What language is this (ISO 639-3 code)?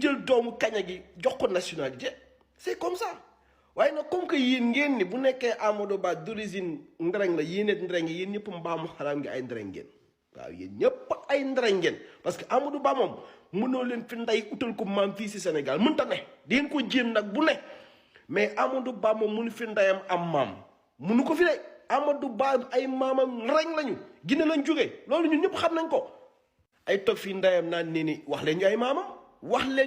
wol